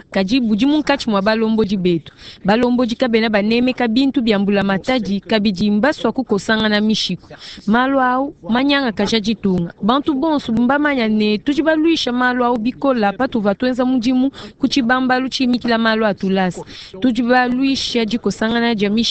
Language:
Luba-Lulua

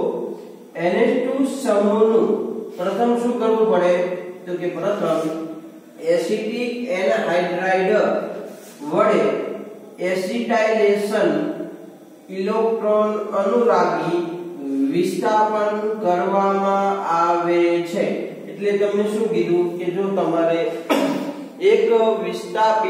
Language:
Gujarati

